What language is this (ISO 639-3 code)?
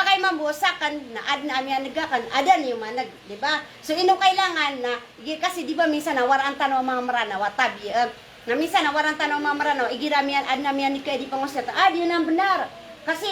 mrw